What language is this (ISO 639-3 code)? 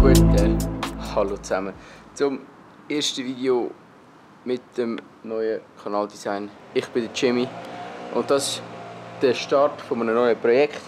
gsw